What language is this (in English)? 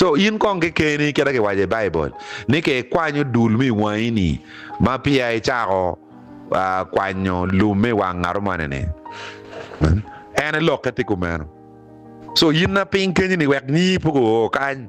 Acoli